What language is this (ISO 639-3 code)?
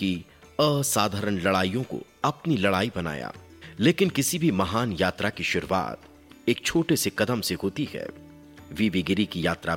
hin